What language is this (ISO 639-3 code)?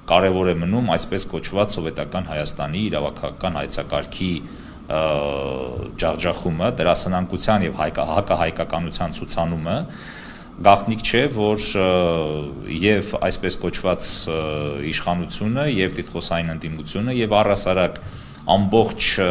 hyw